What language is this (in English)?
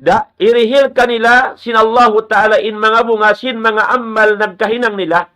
Tausug